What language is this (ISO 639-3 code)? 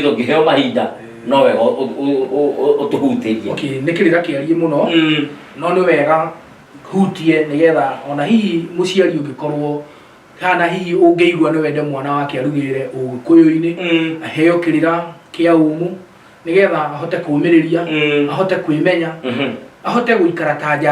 kik